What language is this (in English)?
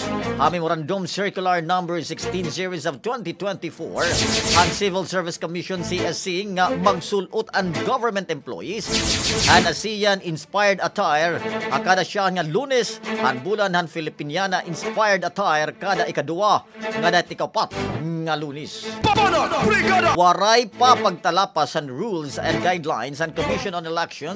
Waray